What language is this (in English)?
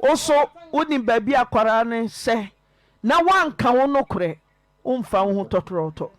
Akan